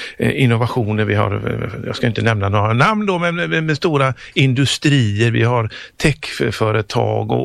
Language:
Swedish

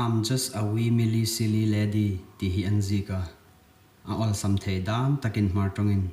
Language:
Hmar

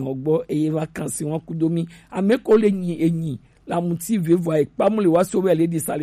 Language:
Gen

